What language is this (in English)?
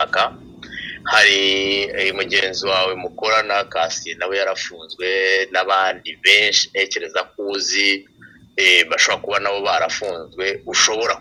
Kinyarwanda